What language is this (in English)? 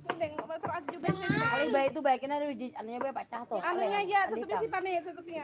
Banjar